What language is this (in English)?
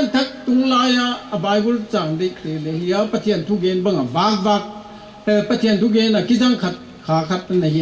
Paite Chin